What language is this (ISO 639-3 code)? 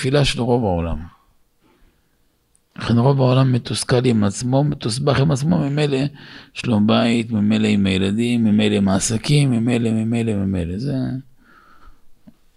heb